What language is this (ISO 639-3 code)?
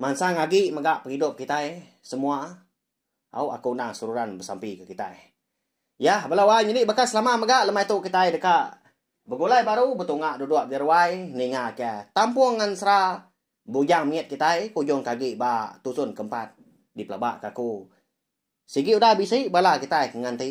iba